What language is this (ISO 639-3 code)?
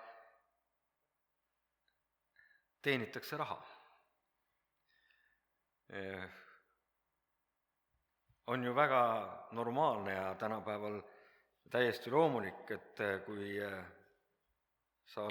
est